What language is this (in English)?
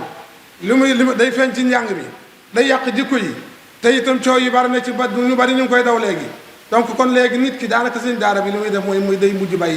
Wolof